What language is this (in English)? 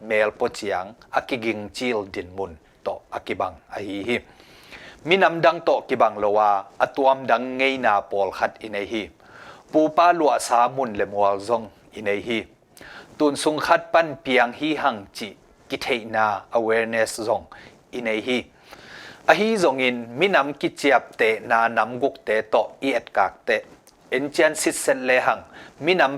Tedim Chin